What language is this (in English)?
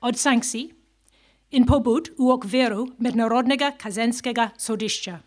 Slovenian